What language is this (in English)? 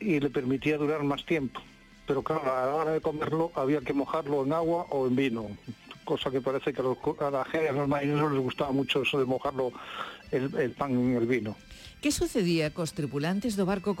Galician